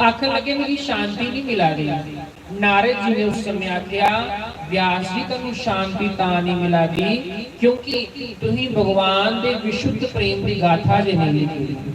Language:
Dogri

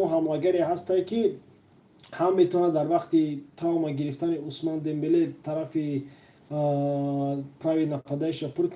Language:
Tajik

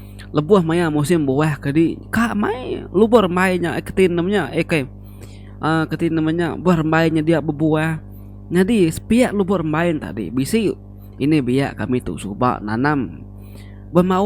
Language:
Iban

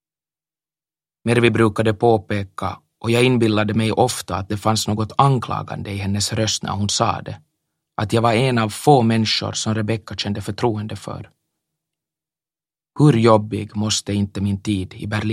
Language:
Swedish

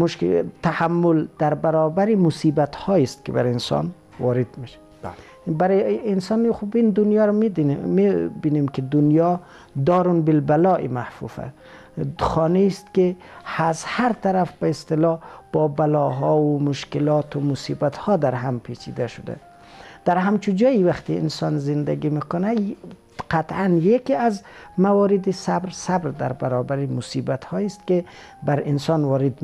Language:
Persian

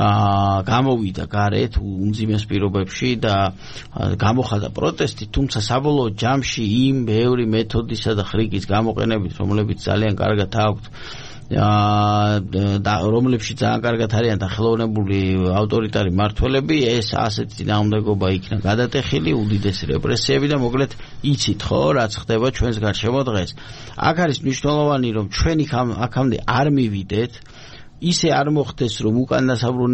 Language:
Georgian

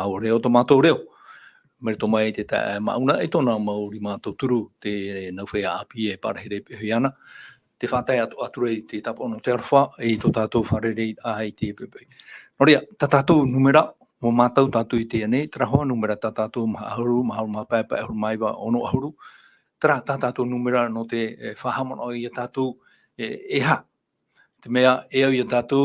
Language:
Tahitian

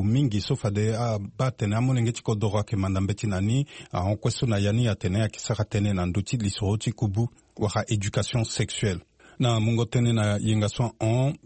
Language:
Sango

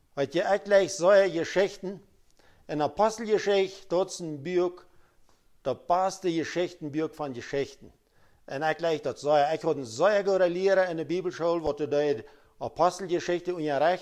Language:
Plautdietsch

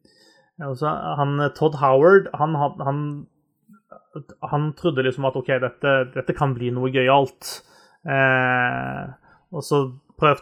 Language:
Norwegian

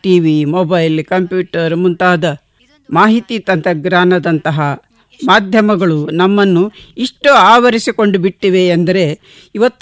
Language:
Kannada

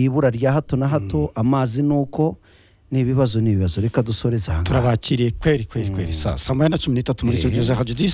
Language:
Kinyarwanda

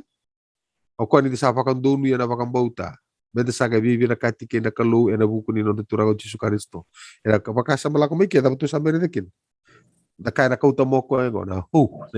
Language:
Fijian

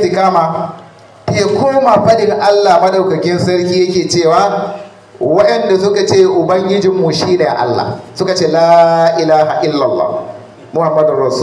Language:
Hausa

